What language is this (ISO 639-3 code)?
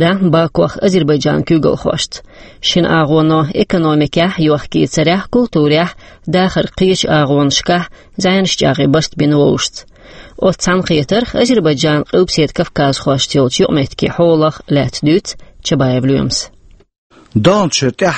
che